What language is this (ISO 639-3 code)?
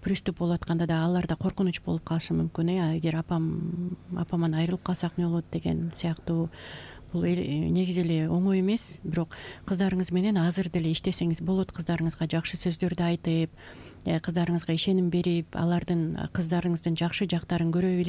kir